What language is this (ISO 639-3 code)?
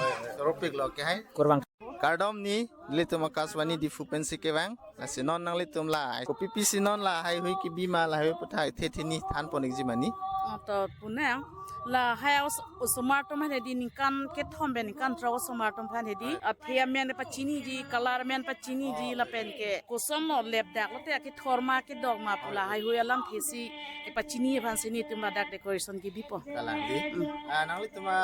mjw